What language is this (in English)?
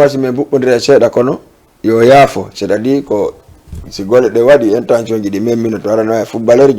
Fula